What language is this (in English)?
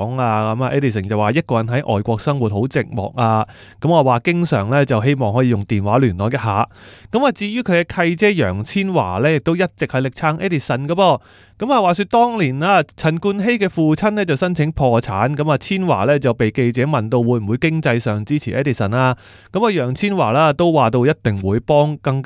Cantonese